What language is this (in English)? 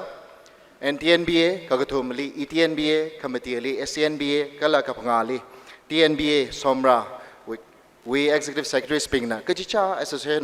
Tangkhul Naga (India)